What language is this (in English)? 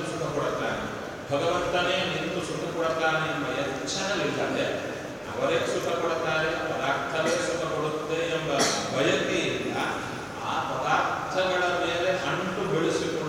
Kannada